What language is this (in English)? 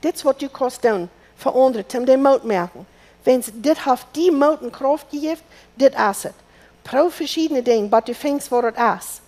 Plautdietsch